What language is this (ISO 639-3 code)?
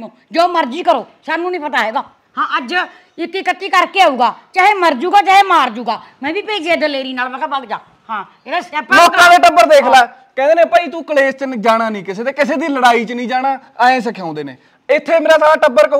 pan